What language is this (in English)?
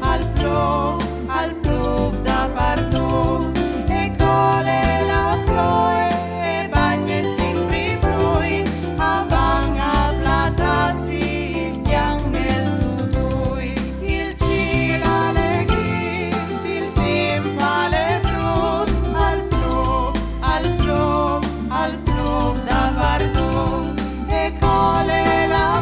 Friulian